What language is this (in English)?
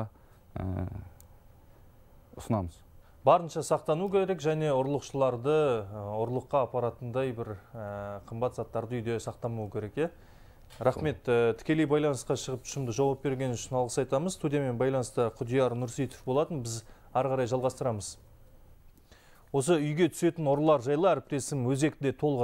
Kazakh